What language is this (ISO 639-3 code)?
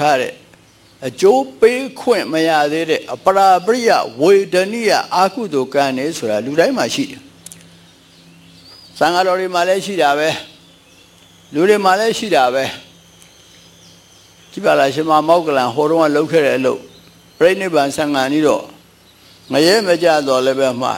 mya